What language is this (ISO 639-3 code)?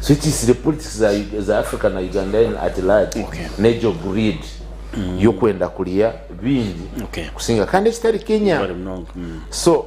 nyn